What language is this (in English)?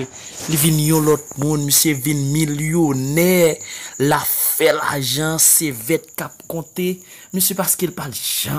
Haitian Creole